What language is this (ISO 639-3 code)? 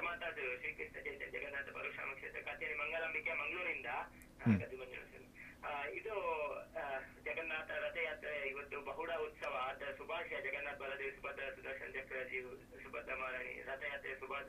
kan